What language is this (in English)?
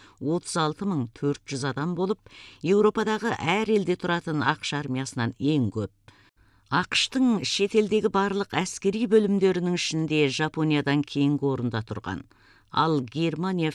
Kazakh